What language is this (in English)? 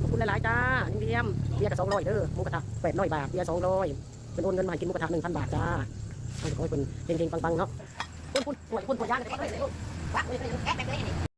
Northeastern Thai